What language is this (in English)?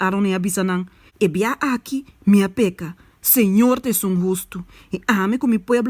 Papiamento